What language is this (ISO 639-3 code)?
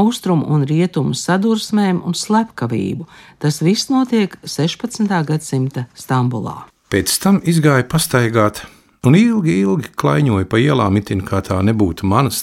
lav